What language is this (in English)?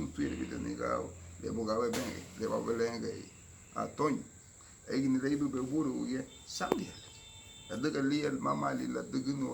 Garifuna